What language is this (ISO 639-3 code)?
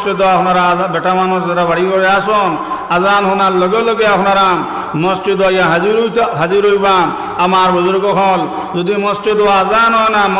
syl